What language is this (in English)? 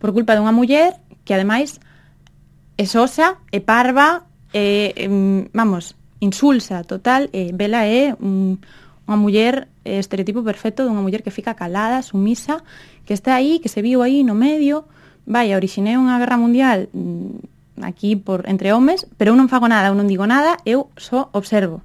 Galician